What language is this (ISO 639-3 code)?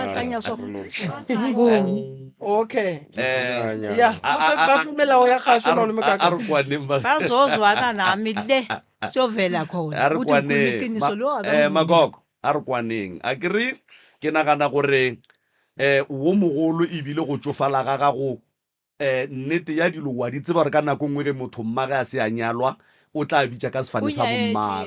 nso